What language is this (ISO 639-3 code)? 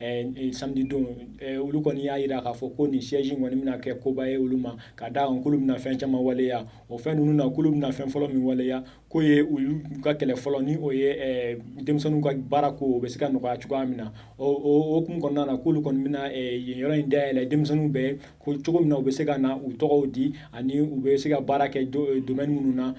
bam